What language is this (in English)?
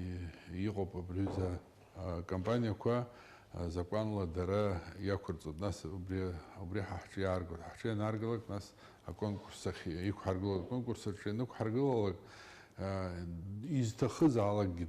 Abkhazian